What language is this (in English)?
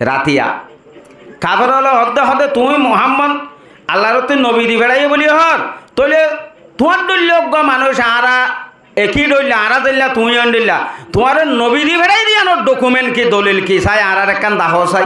Rohingya